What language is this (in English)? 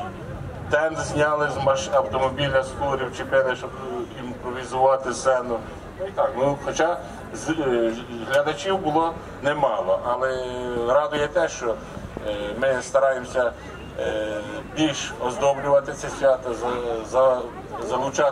Ukrainian